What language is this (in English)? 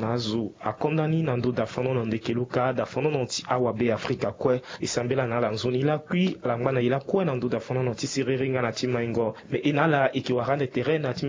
Sango